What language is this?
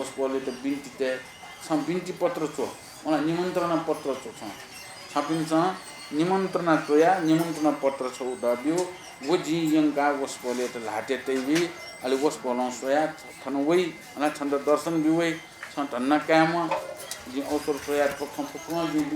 Newari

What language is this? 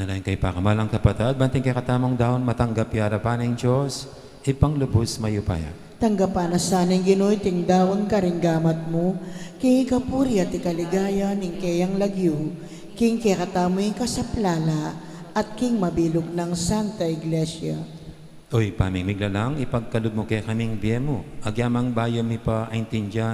Pampanga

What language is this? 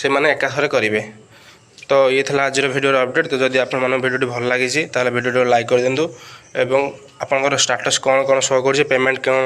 Odia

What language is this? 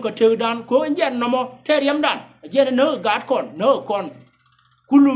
Nuer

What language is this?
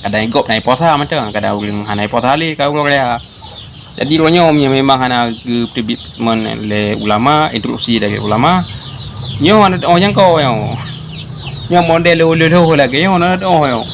Achinese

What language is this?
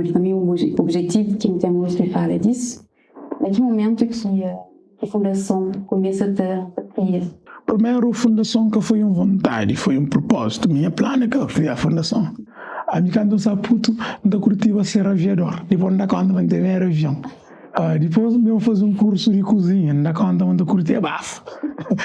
Kabuverdianu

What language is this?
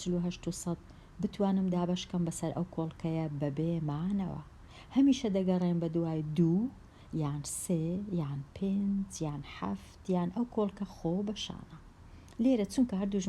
Central Kurdish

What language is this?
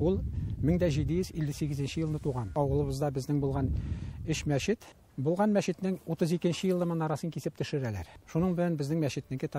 Tatar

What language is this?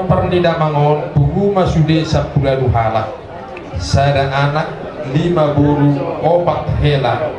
Batak Toba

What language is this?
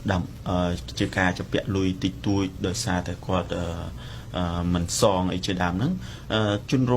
Khmer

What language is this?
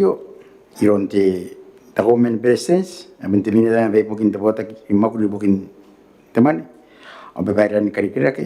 Gilbertese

